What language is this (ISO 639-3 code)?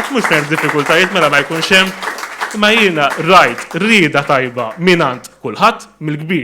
mlt